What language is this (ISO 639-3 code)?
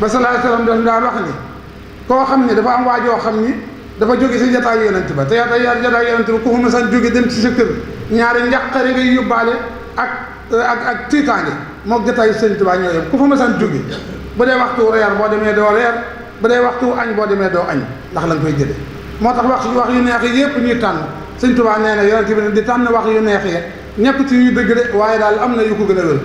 wol